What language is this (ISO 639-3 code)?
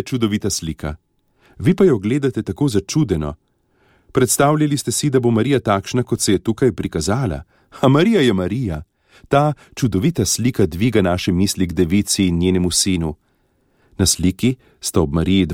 slv